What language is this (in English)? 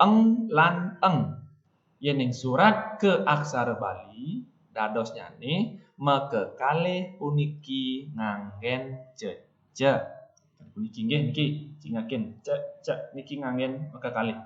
Balinese